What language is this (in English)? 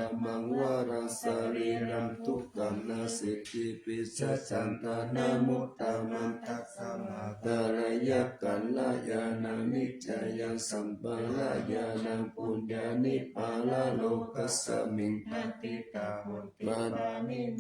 Pali